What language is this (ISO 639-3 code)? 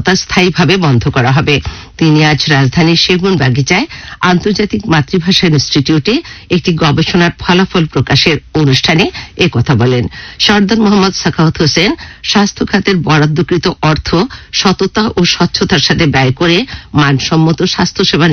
ben